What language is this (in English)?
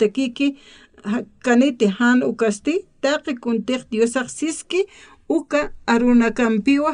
Aymara